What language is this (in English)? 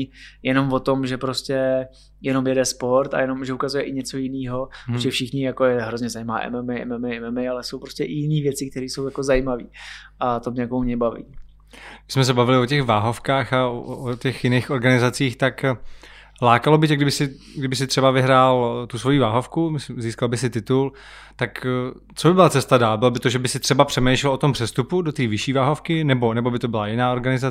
Czech